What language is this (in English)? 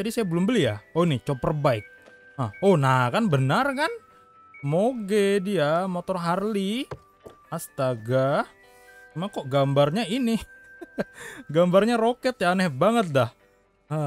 Indonesian